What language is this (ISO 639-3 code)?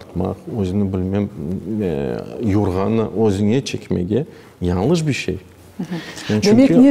crh